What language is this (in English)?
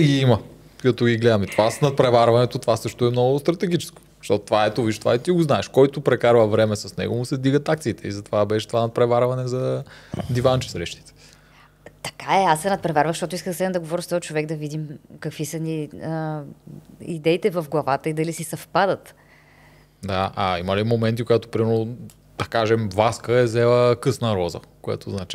Bulgarian